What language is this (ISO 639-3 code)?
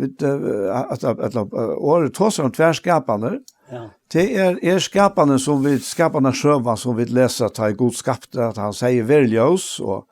fao